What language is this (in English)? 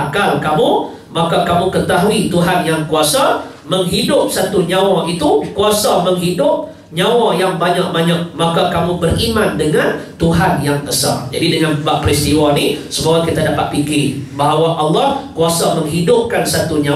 Malay